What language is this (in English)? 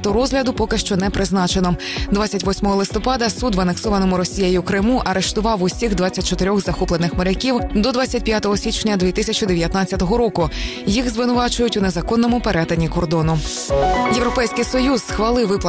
Ukrainian